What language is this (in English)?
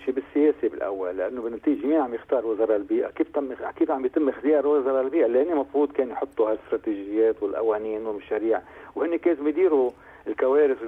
North Levantine Arabic